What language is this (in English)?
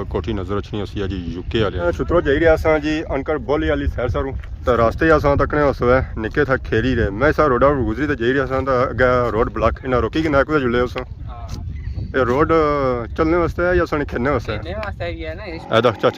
Pahari-Potwari